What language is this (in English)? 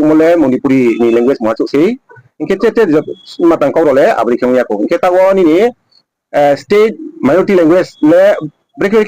Riang (India)